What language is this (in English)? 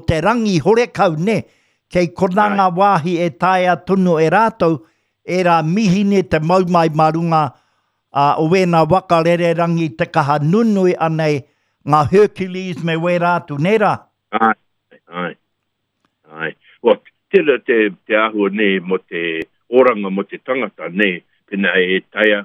Māori